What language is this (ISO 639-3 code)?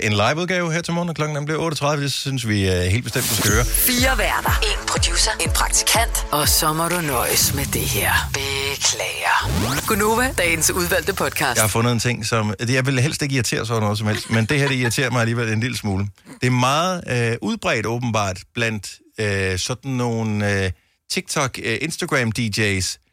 dan